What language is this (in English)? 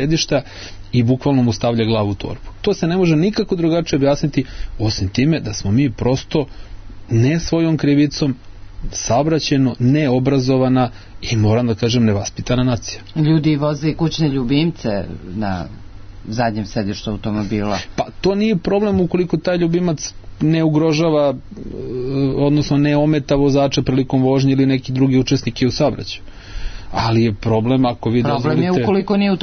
Serbian